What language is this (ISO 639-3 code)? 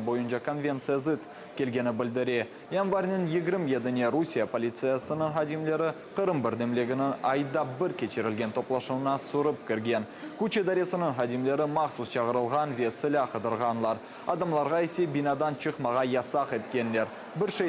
crh